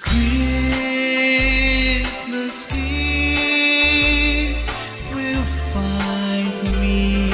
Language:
Pohnpeian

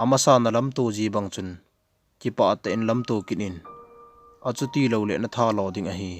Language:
Thado Chin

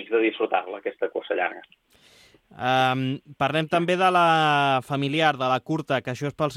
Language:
Catalan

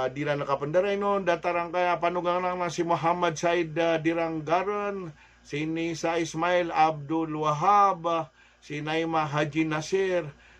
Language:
Maranao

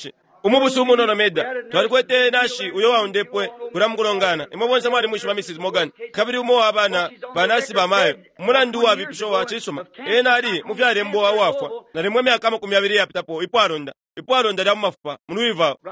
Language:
Bemba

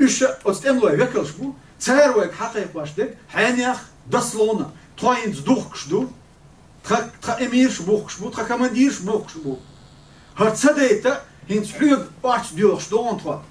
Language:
Chechen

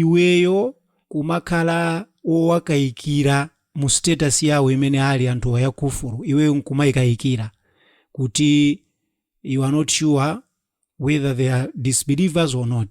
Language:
Nyanja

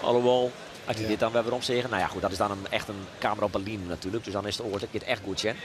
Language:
Western Frisian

